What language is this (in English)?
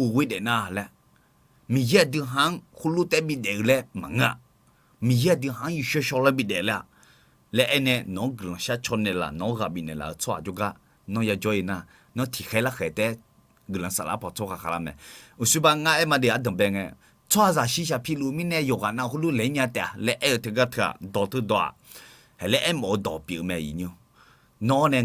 Akha